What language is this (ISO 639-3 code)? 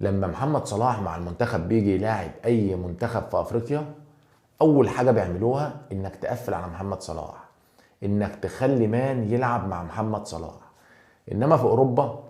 arz